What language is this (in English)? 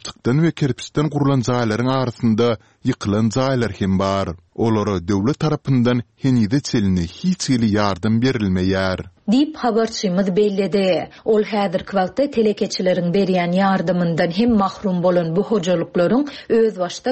Turkmen